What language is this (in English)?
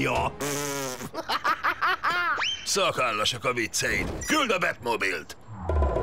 Hungarian